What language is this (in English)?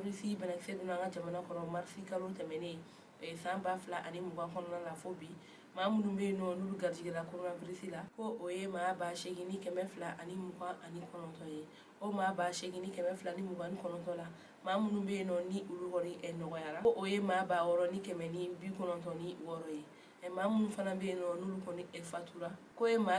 Bambara